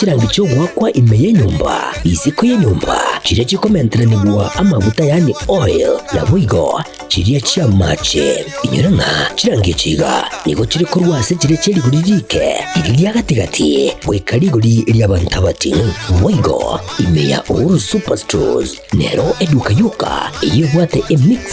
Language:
Gusii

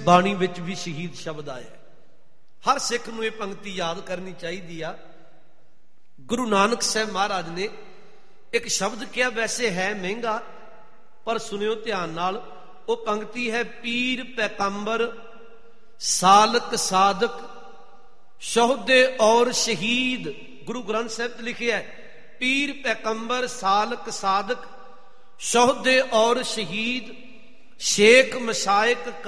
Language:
Punjabi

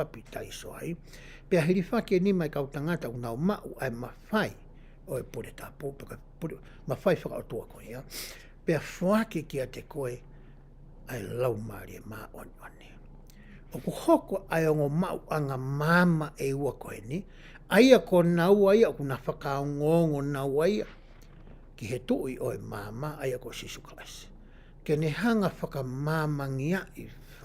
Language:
Tongan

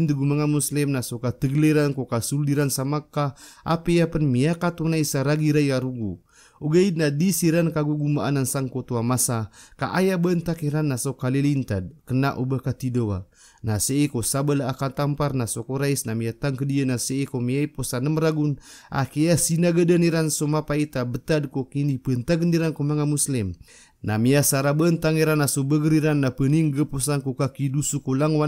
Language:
Maranao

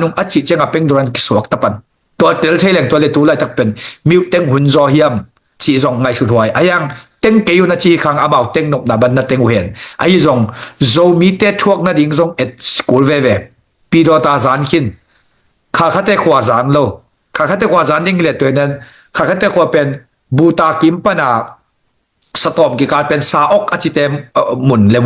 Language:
Tedim Chin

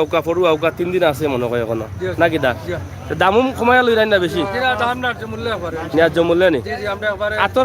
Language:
Sylheti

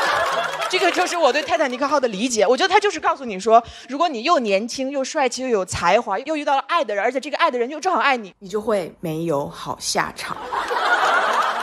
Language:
Chinese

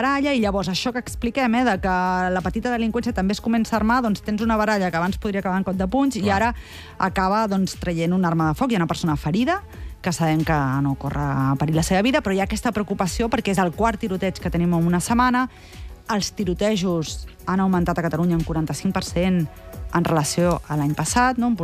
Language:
Catalan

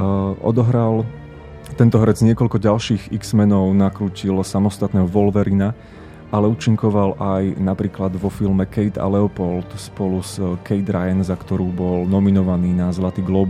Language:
Slovak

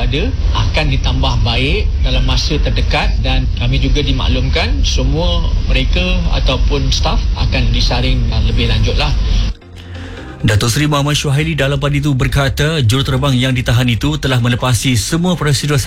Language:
Malay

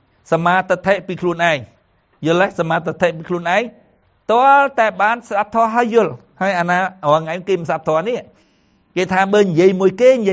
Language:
Khmer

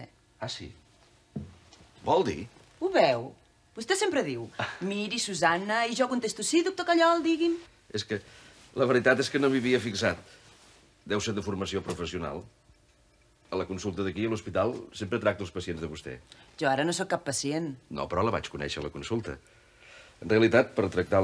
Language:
Catalan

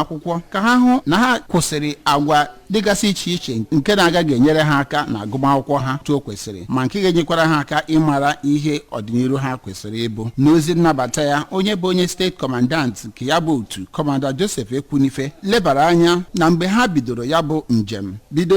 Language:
Igbo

